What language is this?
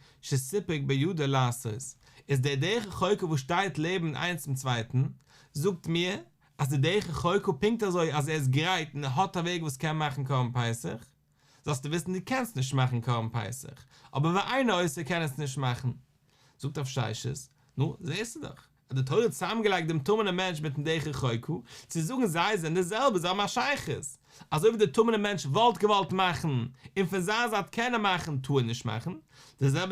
Yiddish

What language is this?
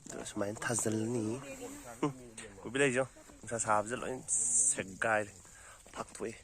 Manipuri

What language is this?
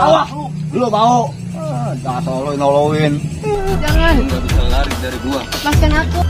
Betawi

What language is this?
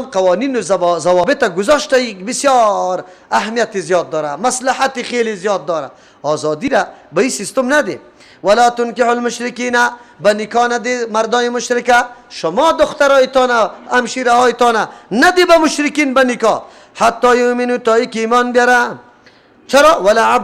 Persian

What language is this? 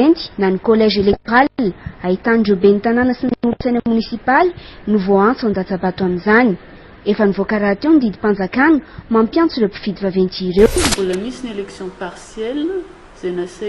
Malagasy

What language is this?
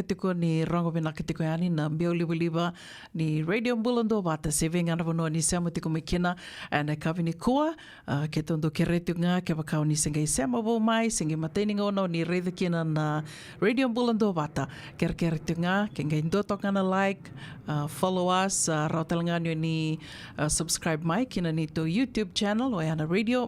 Fijian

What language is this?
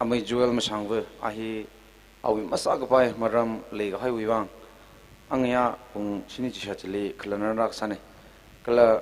Tangkhul Naga (India)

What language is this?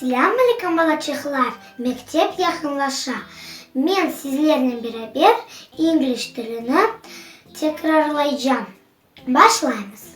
Crimean Tatar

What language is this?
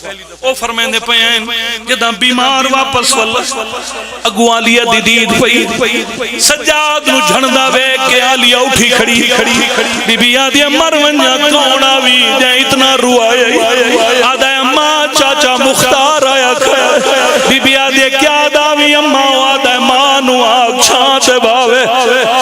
Pahari-Potwari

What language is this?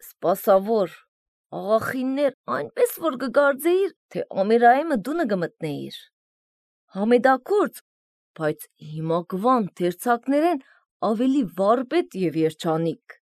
Armenian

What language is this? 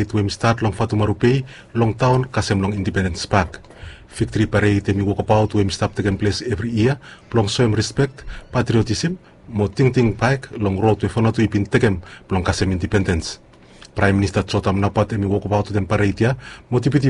Bislama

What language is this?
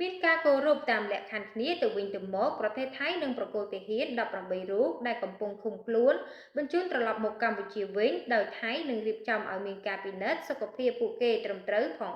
Khmer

